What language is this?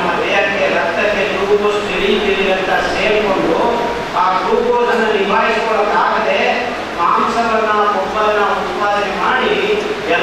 Kannada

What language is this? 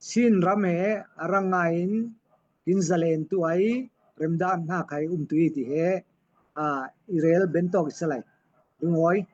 Falam Chin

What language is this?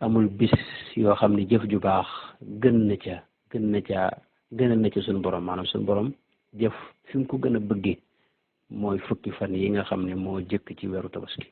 Wolof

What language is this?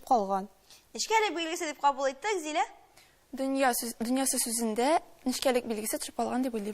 Tatar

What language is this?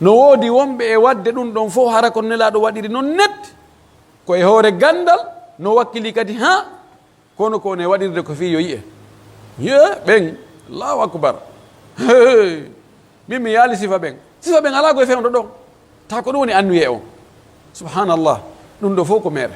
Pular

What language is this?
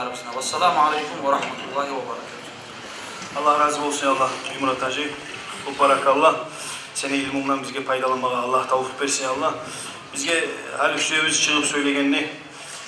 Kumyk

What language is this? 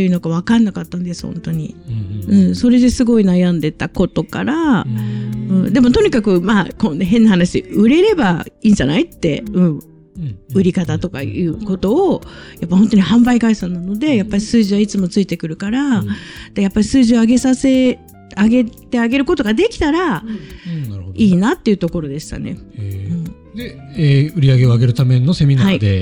Japanese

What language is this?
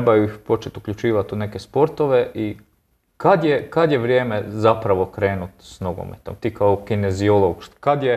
Croatian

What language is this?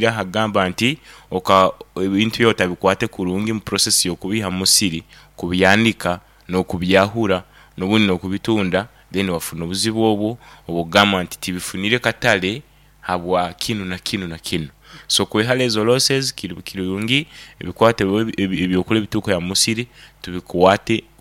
Nyankole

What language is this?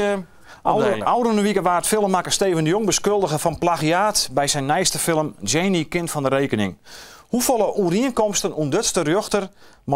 Western Frisian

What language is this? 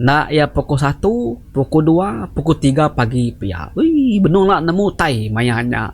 Iban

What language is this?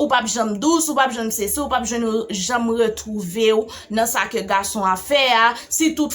Haitian Creole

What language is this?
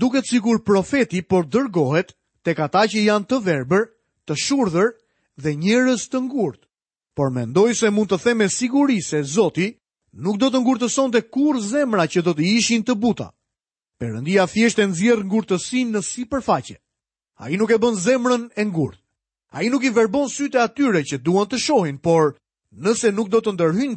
Albanian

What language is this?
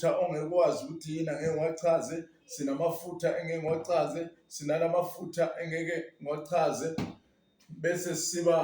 Zulu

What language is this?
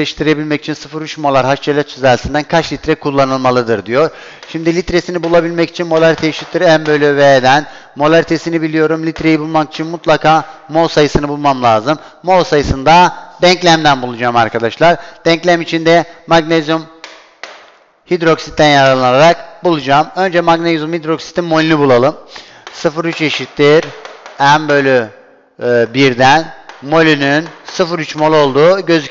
Turkish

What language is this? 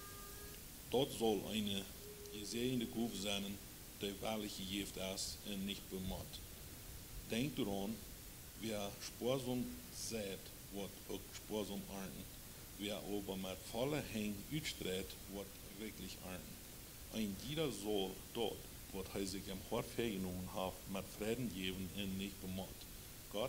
Plautdietsch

